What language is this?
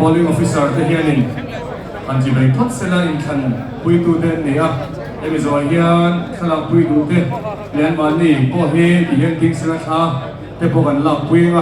Mizo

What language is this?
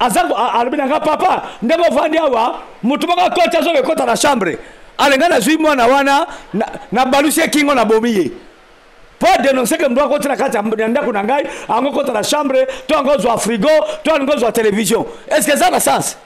Lingala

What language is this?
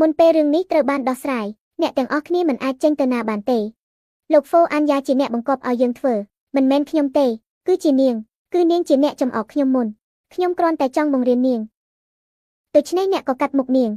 Khmer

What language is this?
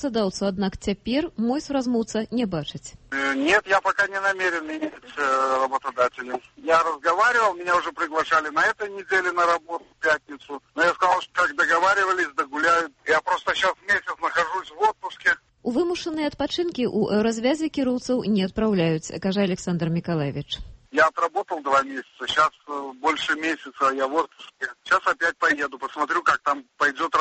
Belarusian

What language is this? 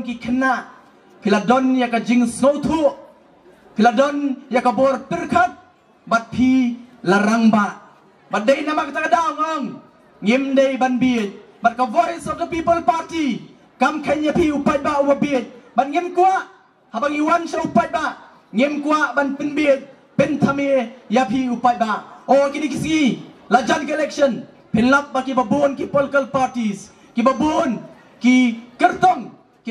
Khasi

